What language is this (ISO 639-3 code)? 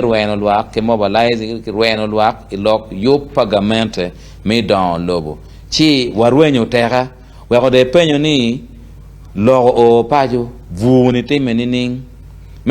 ach